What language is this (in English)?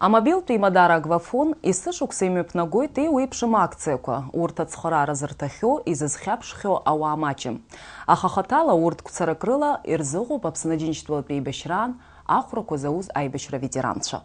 Abkhazian